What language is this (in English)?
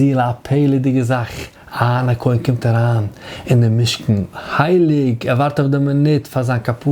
Yiddish